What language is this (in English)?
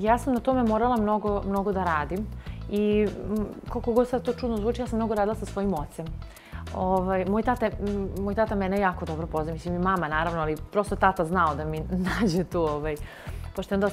Serbian